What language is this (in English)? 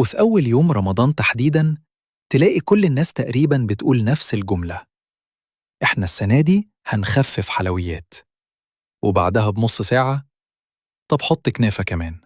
Egyptian Arabic